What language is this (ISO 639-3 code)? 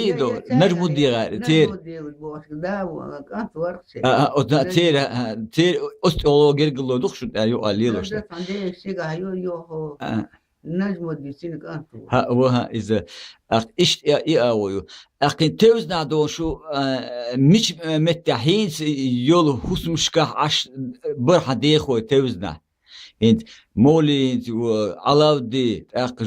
che